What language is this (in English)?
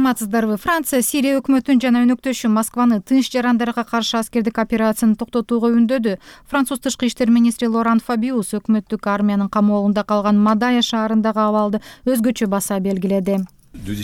Kyrgyz